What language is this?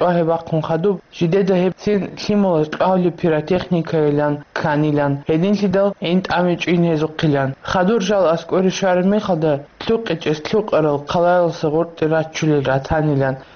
Avaric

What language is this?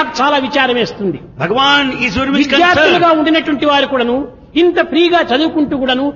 Telugu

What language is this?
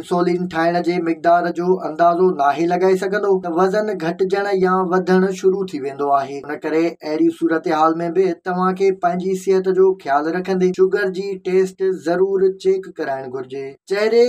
Sindhi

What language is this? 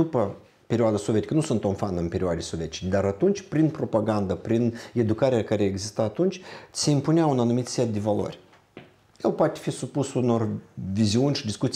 Romanian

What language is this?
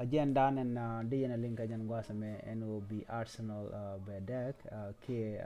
Nuer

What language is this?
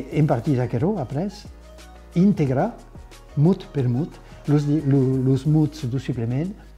Occitan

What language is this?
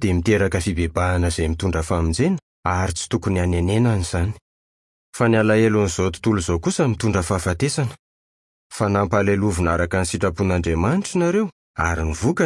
Malagasy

